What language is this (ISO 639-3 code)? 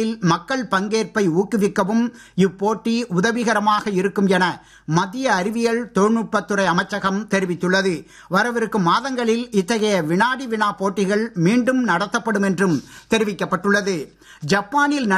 tam